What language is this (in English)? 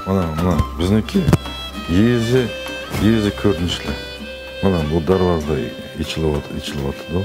Uyghur